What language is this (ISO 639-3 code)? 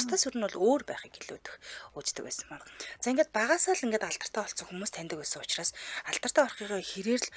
mon